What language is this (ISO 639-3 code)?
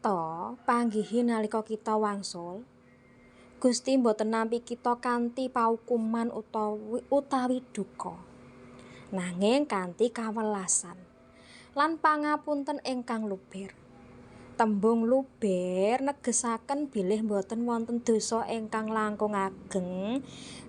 jav